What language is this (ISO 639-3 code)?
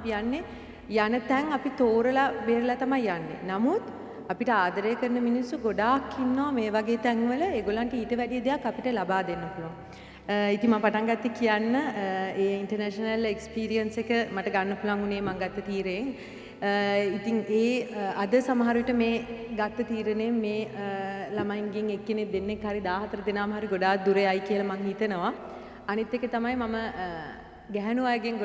sin